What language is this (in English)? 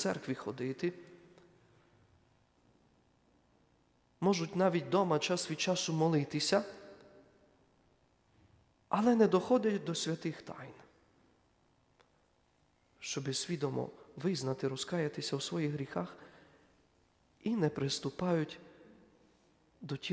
Ukrainian